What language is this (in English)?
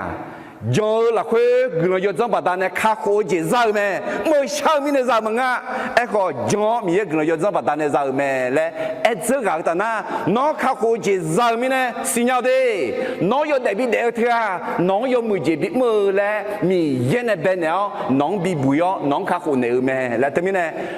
Akha